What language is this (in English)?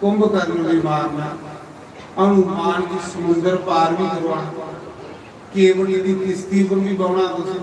Dogri